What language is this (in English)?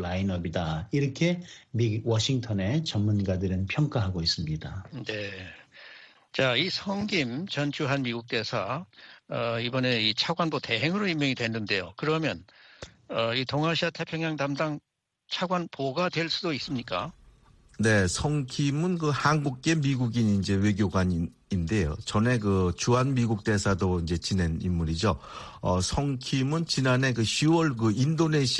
Korean